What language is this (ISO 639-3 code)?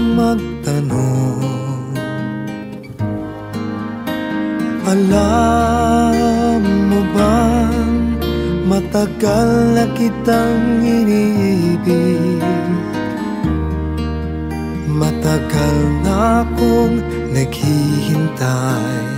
fil